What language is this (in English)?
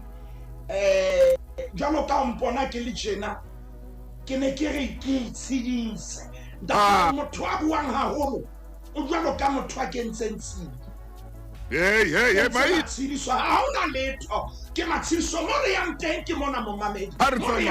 Southern Sotho